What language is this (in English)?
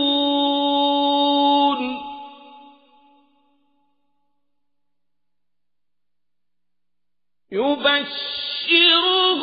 Arabic